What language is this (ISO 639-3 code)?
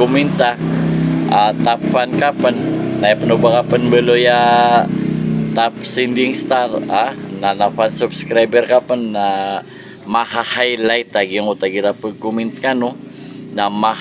mrw